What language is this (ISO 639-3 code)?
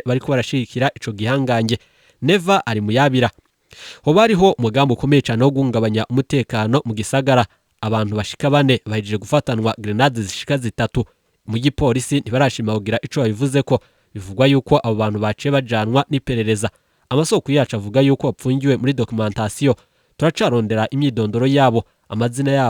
run